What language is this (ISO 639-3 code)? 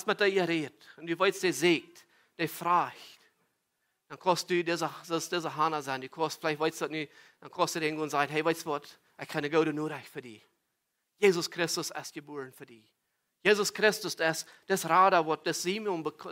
pdt